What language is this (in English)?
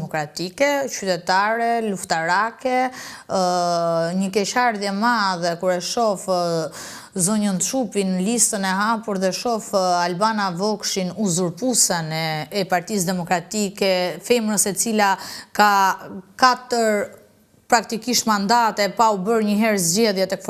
Albanian